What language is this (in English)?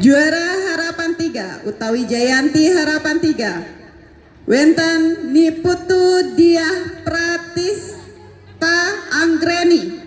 Balinese